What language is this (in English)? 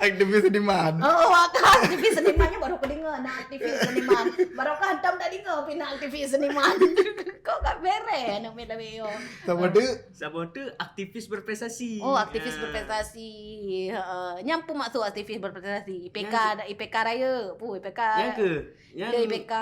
Achinese